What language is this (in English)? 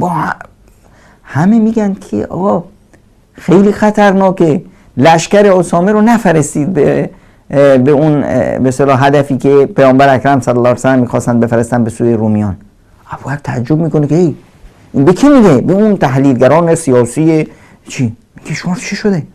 Persian